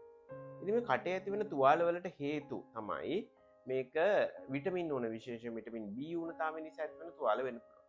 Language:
Sinhala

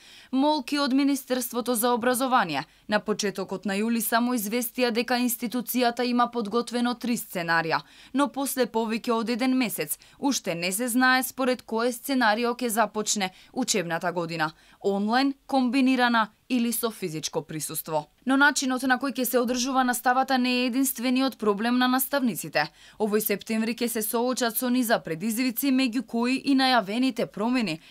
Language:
Macedonian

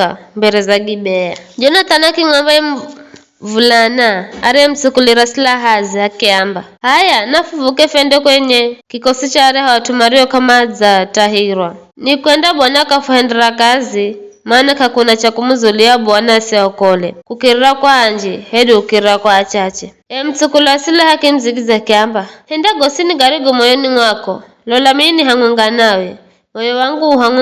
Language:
Giryama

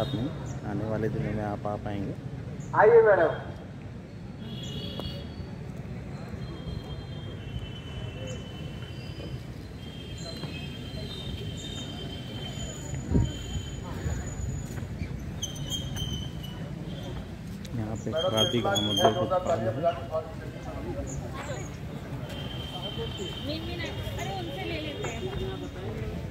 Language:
Hindi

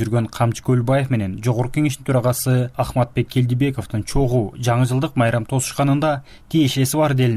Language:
Kyrgyz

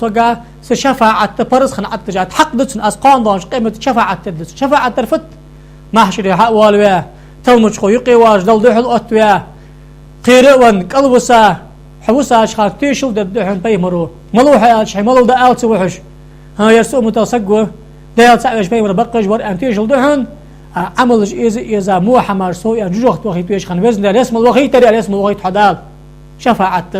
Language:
Ingush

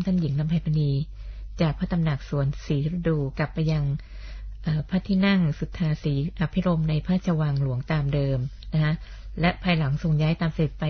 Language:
Thai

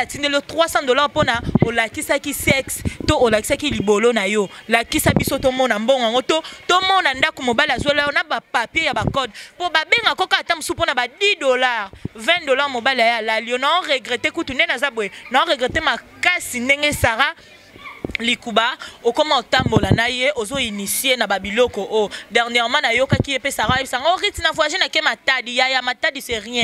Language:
Lingala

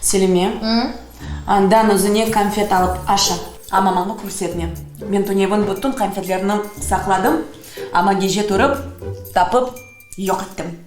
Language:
Crimean Tatar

